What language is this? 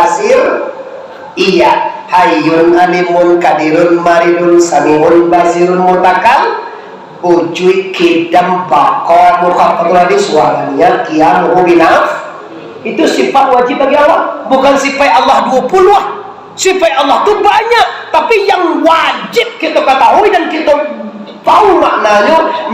Minangkabau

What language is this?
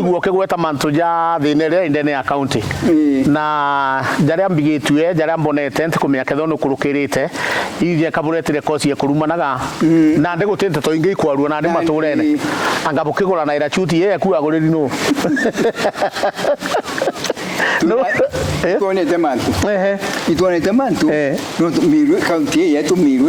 Meru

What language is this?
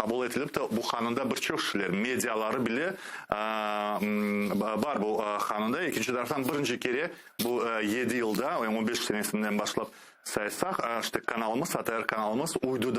Crimean Tatar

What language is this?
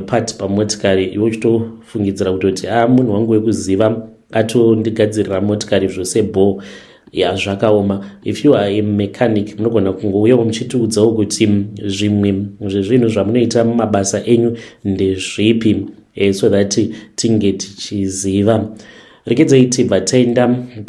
Shona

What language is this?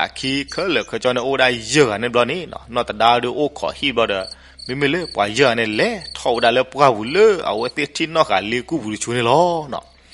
S'gaw Karen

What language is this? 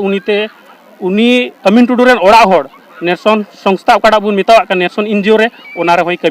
Santali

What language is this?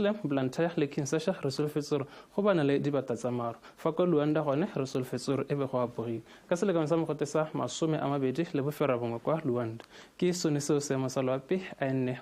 Tswana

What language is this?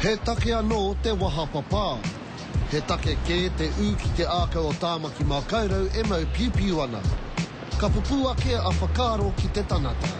Māori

